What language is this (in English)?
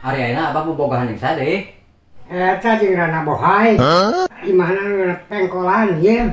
Sundanese